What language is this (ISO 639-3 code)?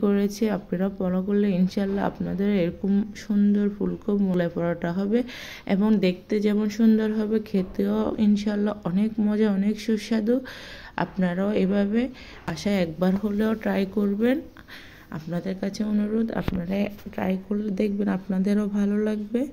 ben